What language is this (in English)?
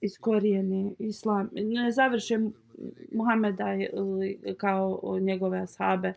Bosnian